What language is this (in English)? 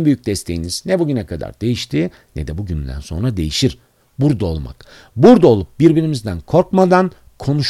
Turkish